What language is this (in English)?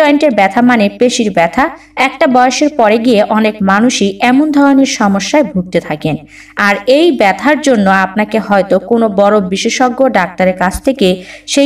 Bangla